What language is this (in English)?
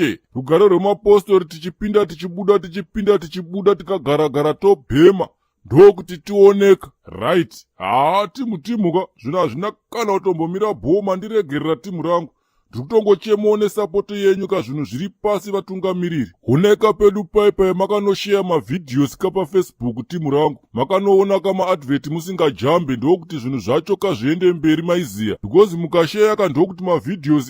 Shona